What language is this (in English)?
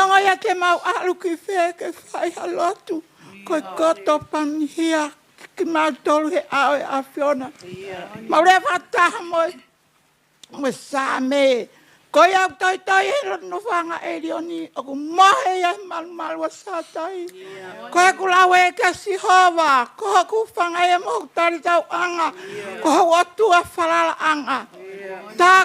Tongan